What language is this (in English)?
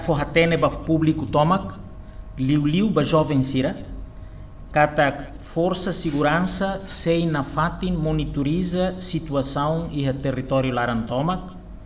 Tetum